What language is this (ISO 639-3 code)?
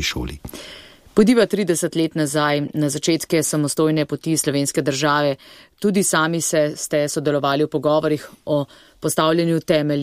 slv